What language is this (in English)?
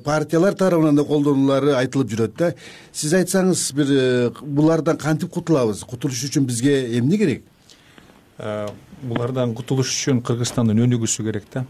Kyrgyz